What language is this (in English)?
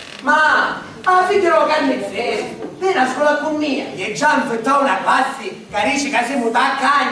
Sicilian